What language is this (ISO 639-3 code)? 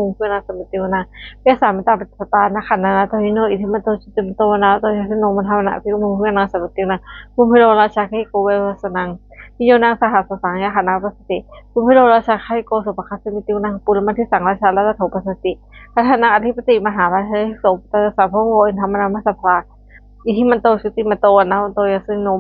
pli